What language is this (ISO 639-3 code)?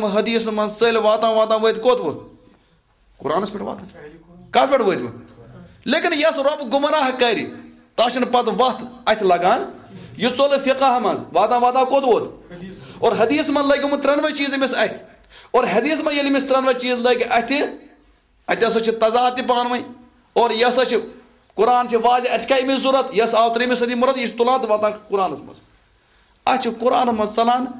kas